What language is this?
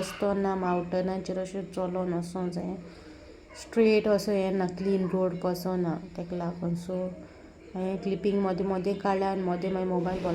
Konkani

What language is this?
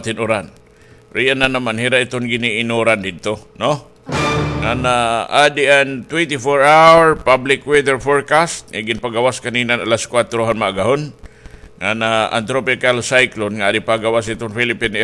Waray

